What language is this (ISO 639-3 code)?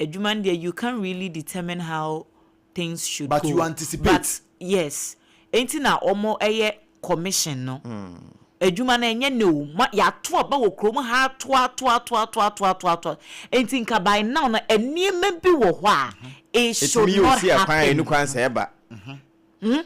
aka